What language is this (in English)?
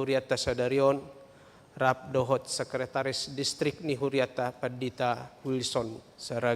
Batak Toba